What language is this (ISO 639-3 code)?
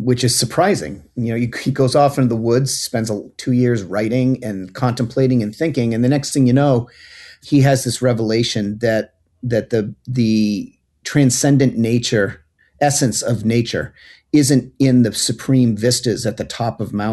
eng